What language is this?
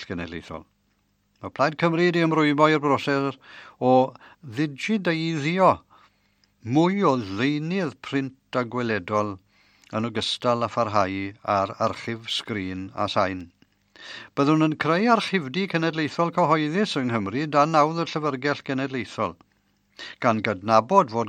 Welsh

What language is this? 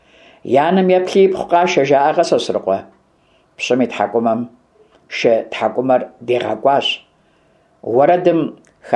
Kabardian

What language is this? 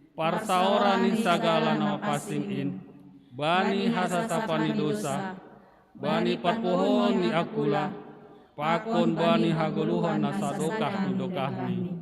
Batak Simalungun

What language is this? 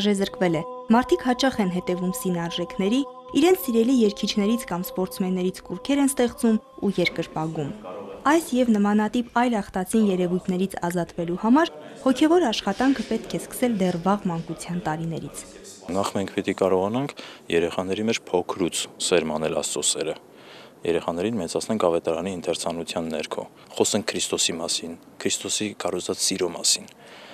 Armenian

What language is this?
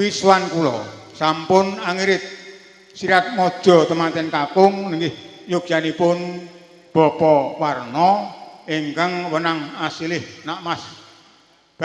Javanese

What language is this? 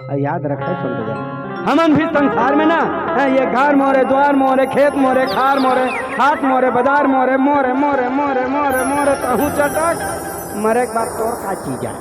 Chhattisgarhi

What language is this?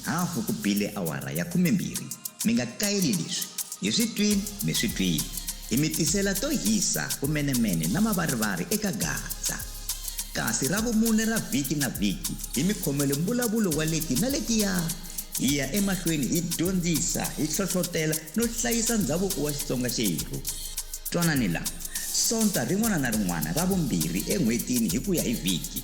Tsonga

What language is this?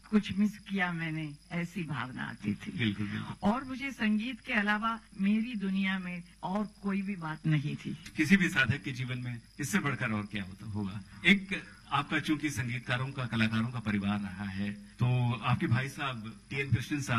Hindi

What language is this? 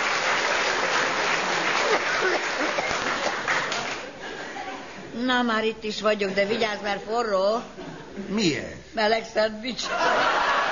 Hungarian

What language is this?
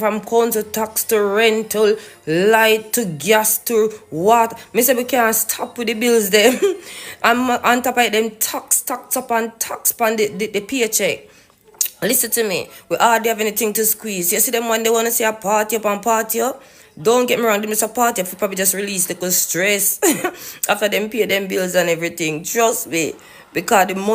Jamaican Creole English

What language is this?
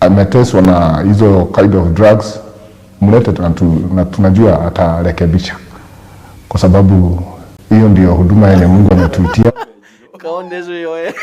Kikuyu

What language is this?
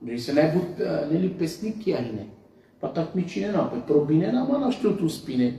Balkan Romani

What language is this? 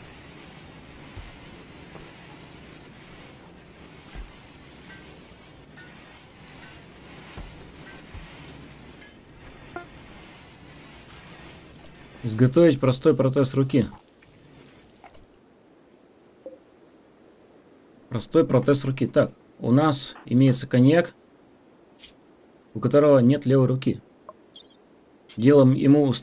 Russian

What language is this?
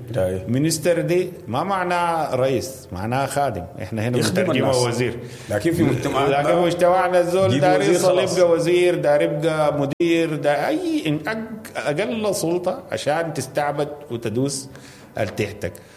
Sudanese Arabic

